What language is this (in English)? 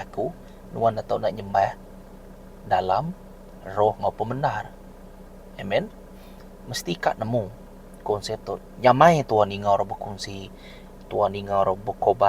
Iban